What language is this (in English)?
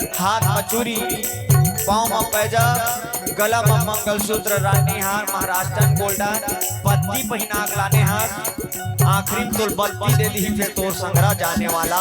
Chhattisgarhi